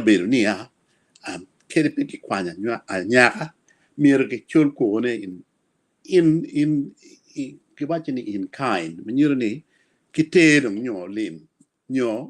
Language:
Acoli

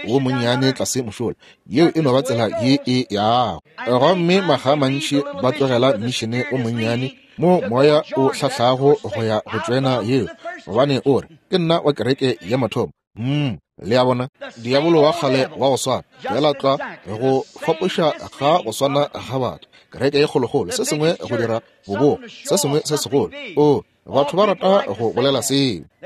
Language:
Northern Sotho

